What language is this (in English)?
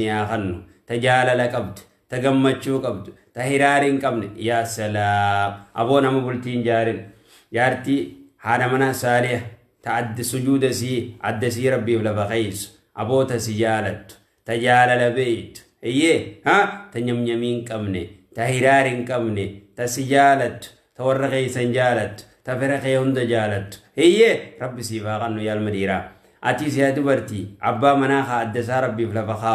Oromo